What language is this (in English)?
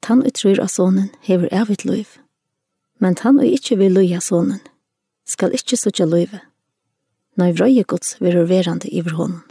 Faroese